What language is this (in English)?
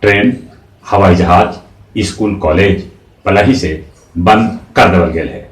Magahi